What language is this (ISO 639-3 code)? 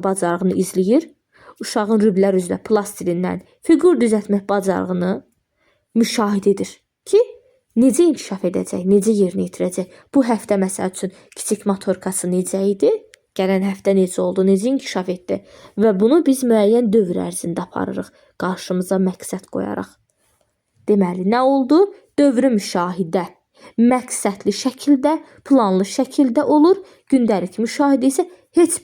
aze